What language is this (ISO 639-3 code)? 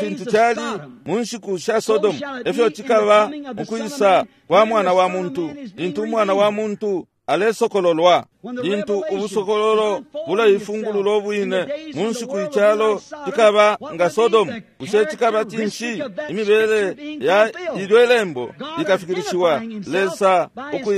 bem